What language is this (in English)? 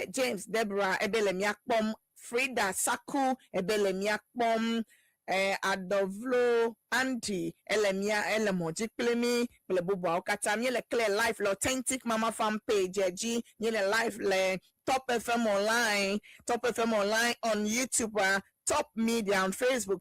Ewe